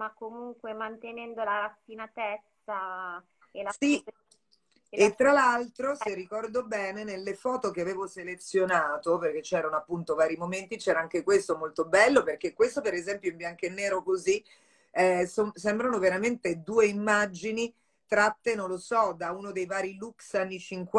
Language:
Italian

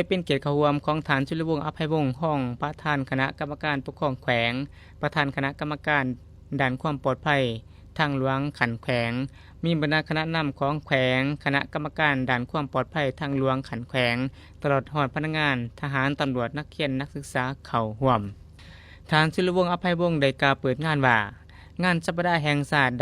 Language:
Lao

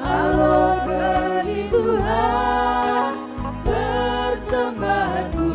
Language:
Batak Karo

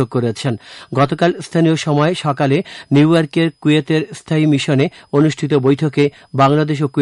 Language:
Bangla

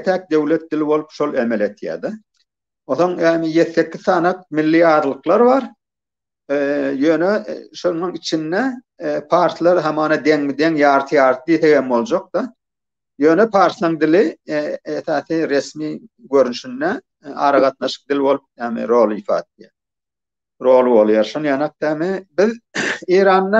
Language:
Turkmen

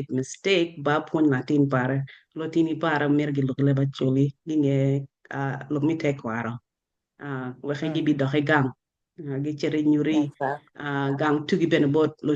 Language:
Acoli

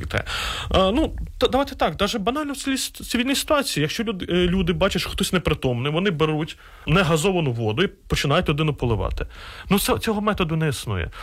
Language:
Ukrainian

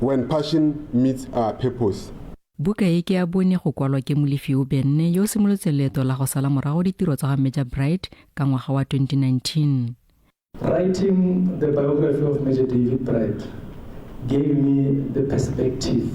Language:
Tswana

